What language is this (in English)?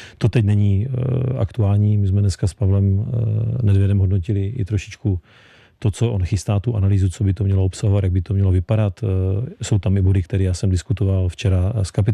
Czech